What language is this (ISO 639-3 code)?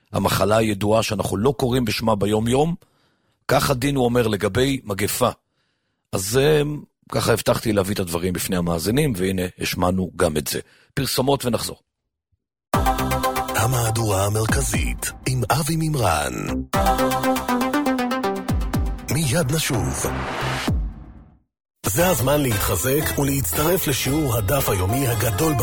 heb